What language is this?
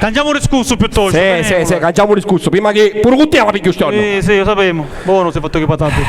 Sicilian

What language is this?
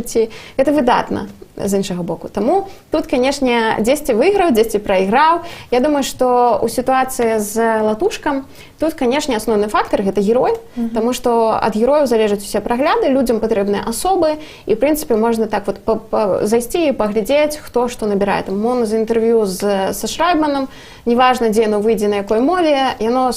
Belarusian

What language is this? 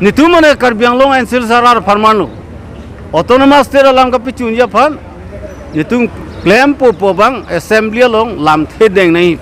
Karbi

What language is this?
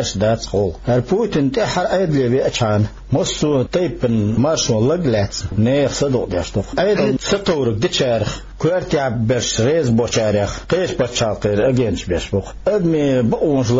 Chechen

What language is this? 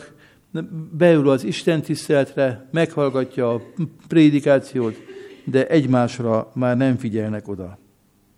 Hungarian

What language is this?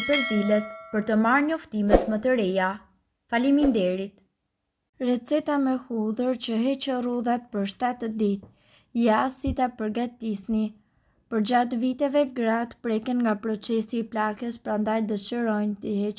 Albanian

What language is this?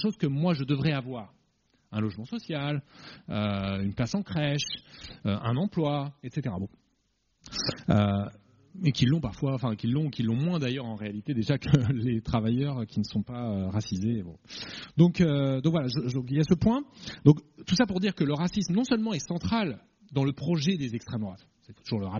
French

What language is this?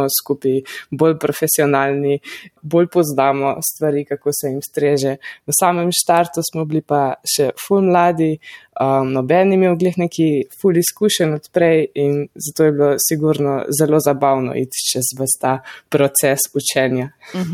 Slovenian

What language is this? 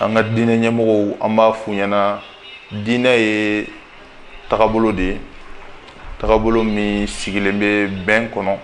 Bambara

